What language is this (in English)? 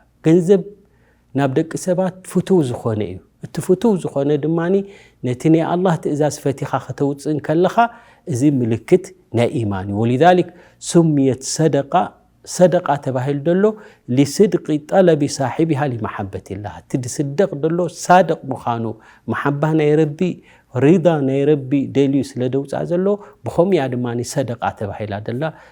Tigrinya